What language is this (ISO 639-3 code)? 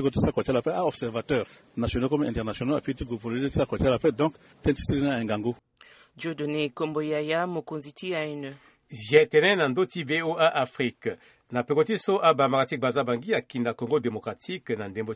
sag